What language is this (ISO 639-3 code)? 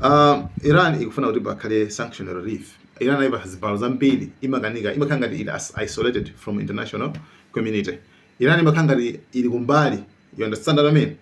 nya